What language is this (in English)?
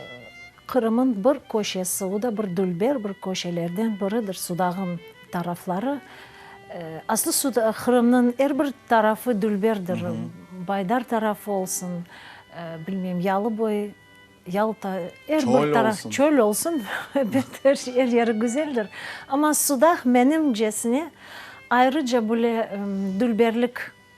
Crimean Tatar